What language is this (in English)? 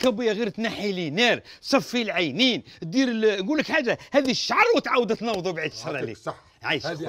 Algerian Arabic